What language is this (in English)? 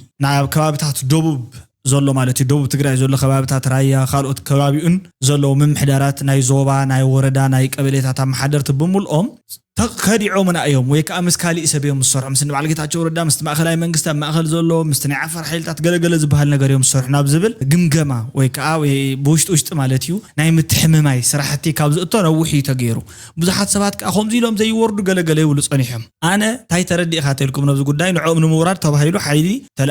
Tigrinya